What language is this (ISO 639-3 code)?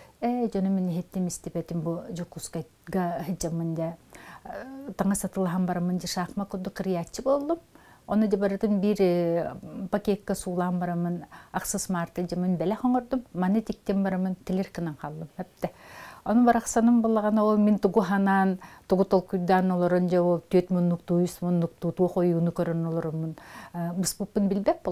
sah